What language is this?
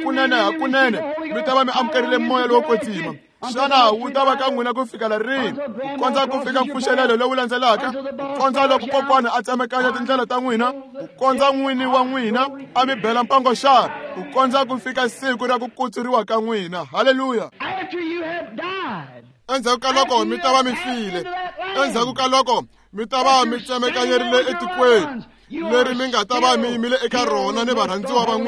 Tsonga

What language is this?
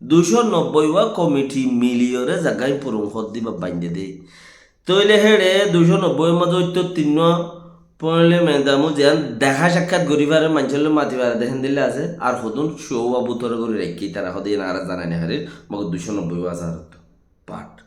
Rohingya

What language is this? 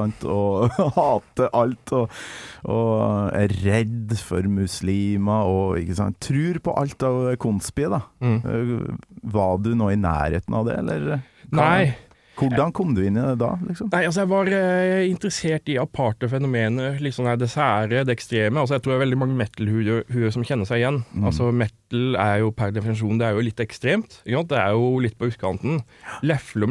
Norwegian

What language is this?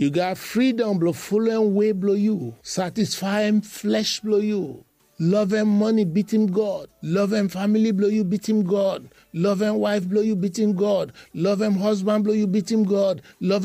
Bislama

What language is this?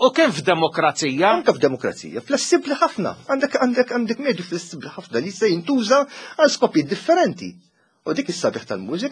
Maltese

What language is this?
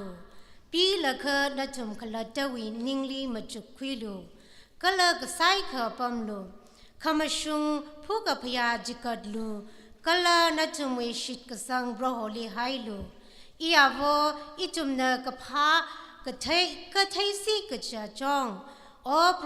Tangkhul Naga (India)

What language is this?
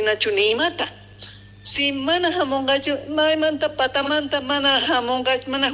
South Bolivian Quechua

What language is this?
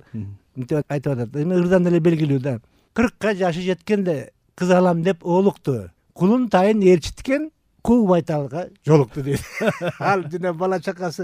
Kyrgyz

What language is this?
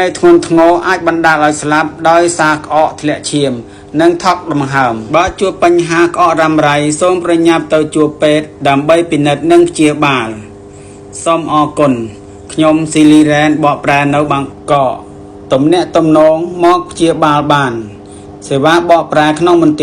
Khmer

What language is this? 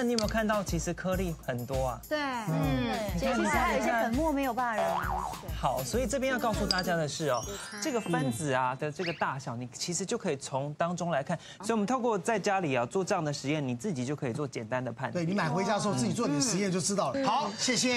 Chinese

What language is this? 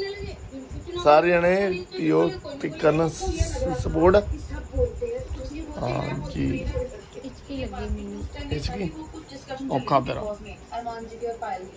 Punjabi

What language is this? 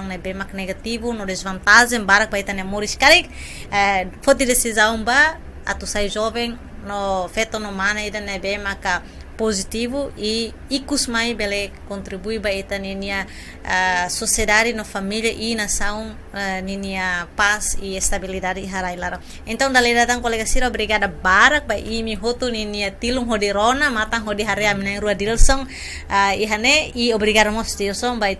Tetum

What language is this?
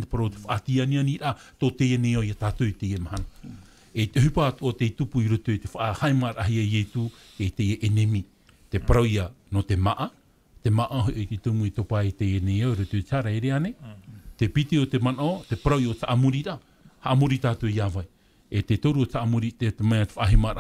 Tahitian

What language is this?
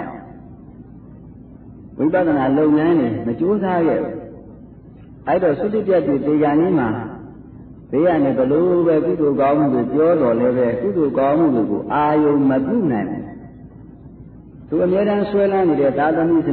Burmese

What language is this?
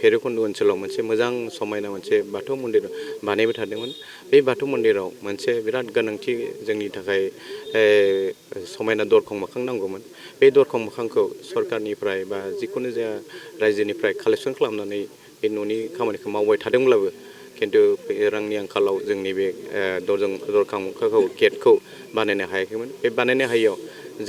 Bodo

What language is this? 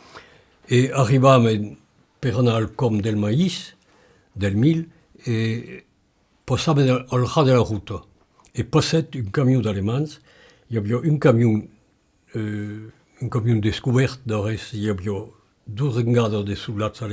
Occitan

